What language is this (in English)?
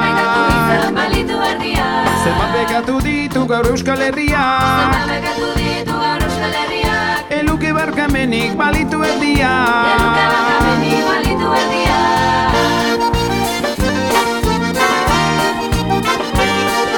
Basque